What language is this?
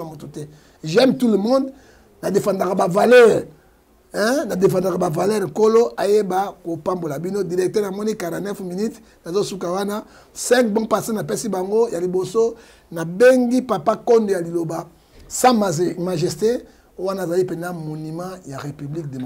Lingala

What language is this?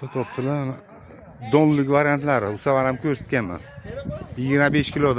Uzbek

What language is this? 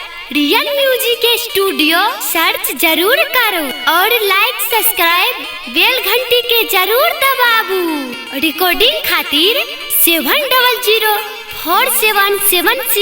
Maithili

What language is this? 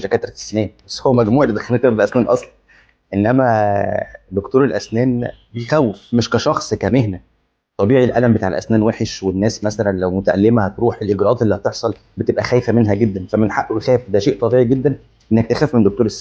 Egyptian Arabic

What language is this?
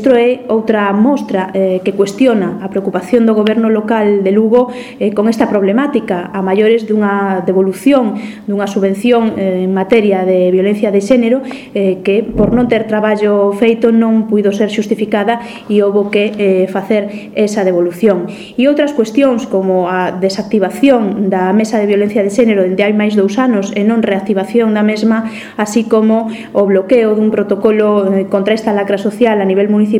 Galician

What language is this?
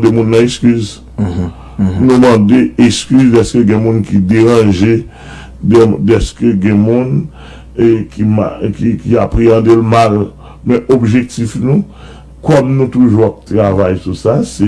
Haitian Creole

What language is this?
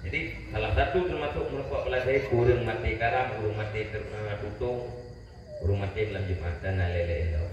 Achinese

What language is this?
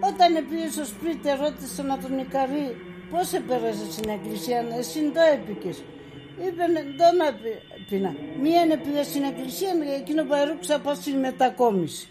Pontic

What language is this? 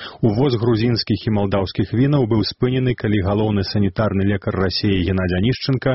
Belarusian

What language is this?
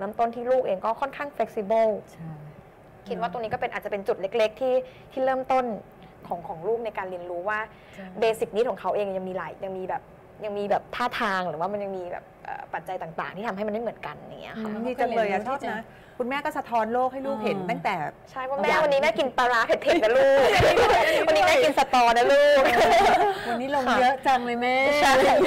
Thai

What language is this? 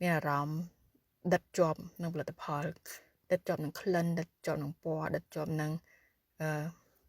Khmer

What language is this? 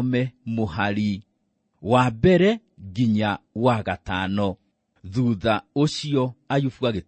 Kikuyu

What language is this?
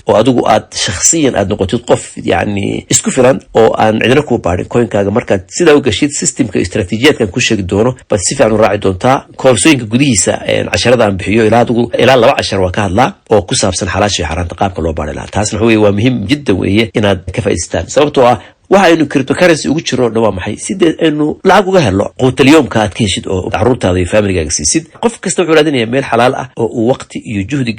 Somali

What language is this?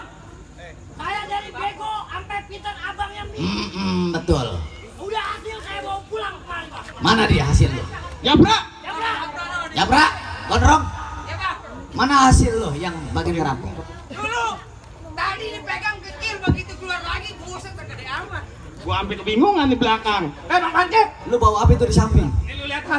Betawi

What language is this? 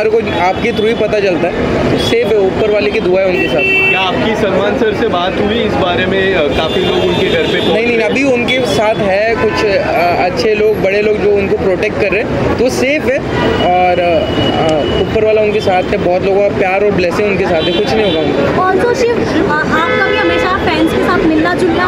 Hindi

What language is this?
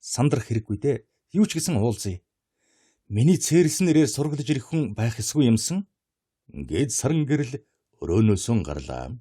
Mongolian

